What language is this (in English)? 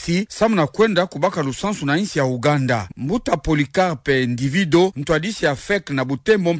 Kituba (Democratic Republic of Congo)